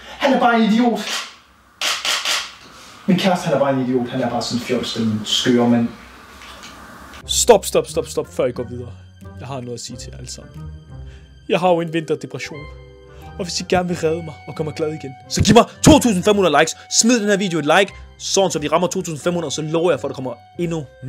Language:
Danish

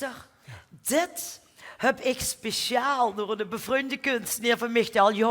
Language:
Limburgish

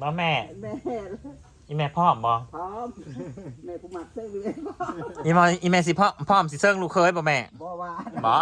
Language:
Northeastern Thai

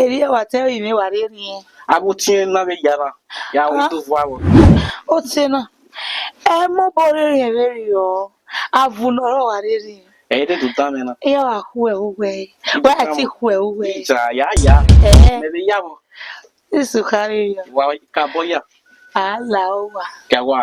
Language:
Bini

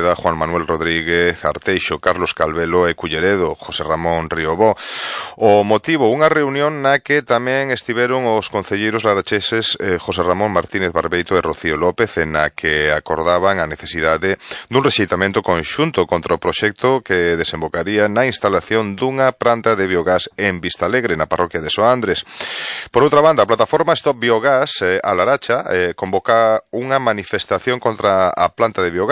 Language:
Galician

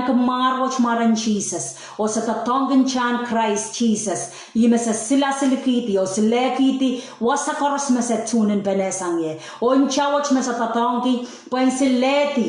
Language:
Pohnpeian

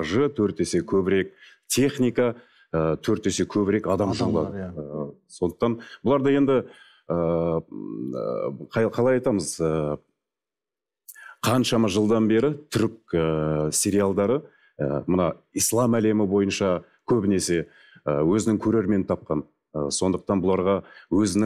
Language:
Kazakh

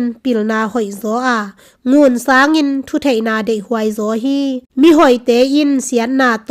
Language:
Tedim Chin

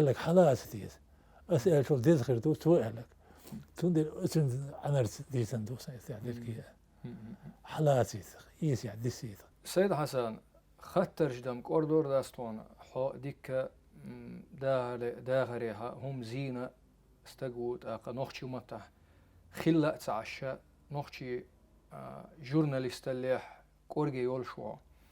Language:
Chechen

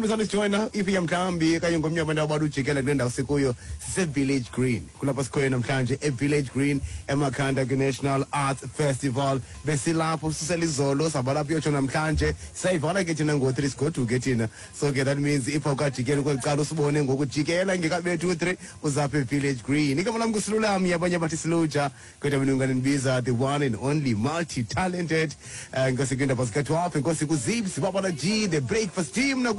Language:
Xhosa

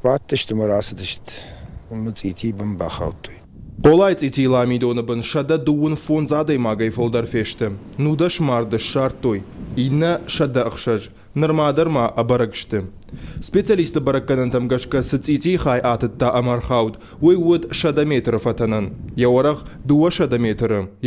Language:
Ossetic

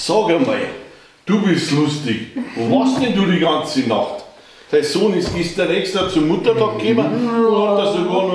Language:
Bavarian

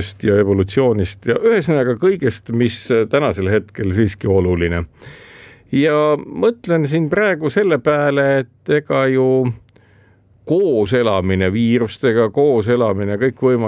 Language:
Estonian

